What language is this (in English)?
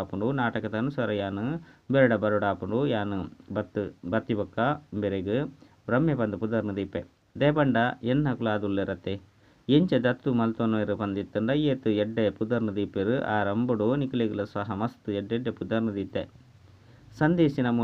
Tulu